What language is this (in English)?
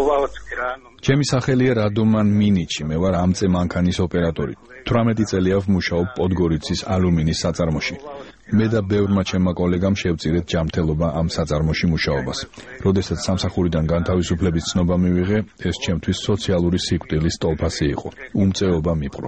Georgian